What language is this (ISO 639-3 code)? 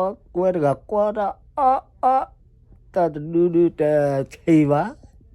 ksw